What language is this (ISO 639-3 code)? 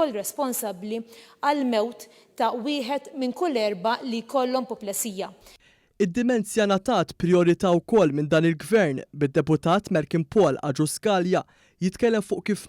mlt